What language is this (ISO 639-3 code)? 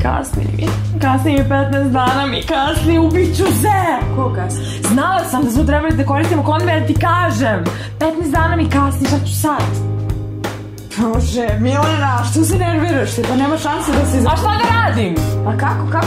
srp